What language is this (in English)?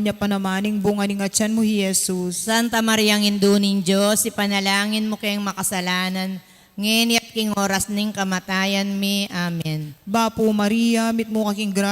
Pampanga